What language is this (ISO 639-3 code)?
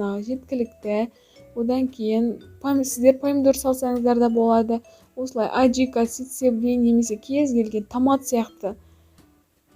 kaz